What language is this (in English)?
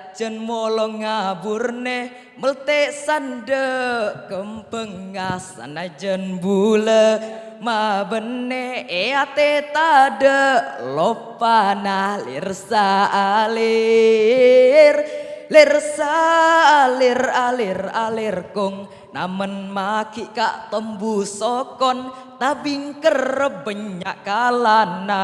Madurese